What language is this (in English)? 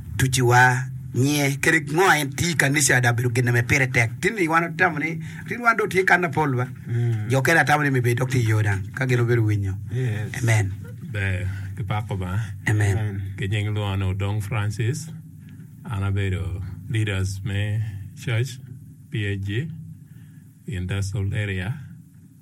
Acoli